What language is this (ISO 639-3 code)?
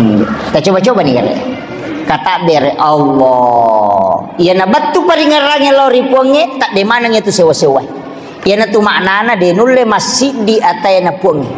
bug